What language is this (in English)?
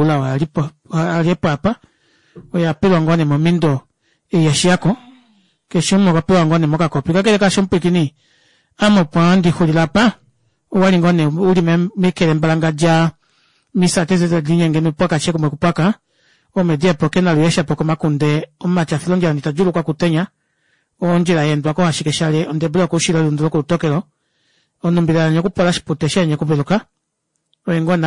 Kuanyama